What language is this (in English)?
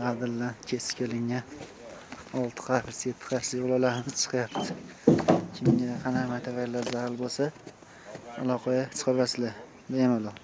Uzbek